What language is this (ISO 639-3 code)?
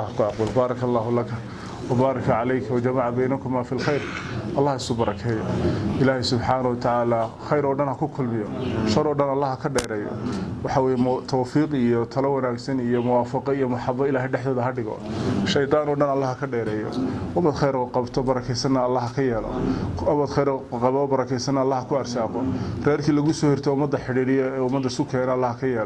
som